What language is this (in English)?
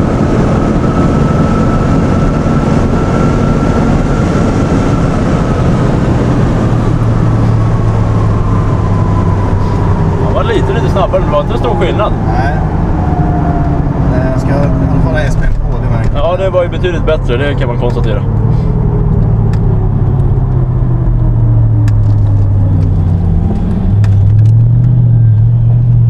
Swedish